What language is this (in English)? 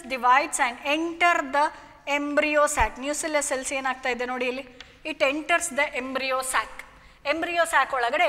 Kannada